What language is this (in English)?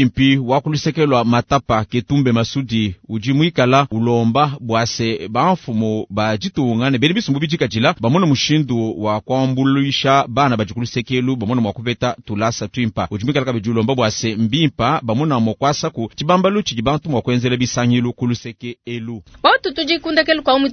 Luba-Lulua